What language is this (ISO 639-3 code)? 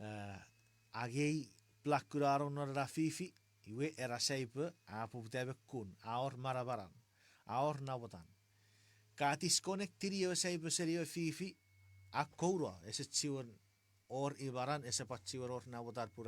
chk